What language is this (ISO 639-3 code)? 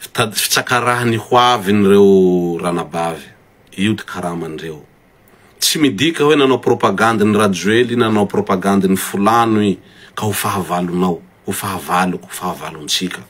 mlg